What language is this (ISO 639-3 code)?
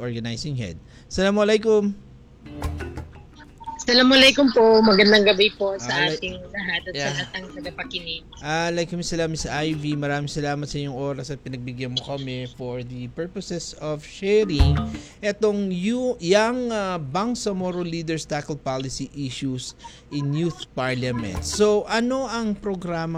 fil